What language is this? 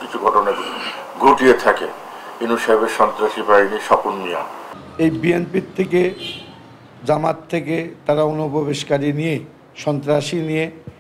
Bangla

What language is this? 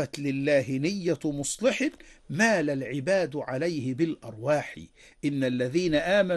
Arabic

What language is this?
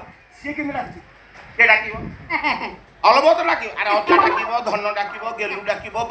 Odia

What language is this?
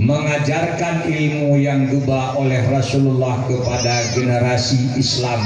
Achinese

